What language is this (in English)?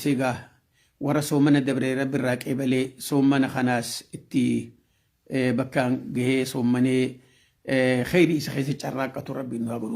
Oromo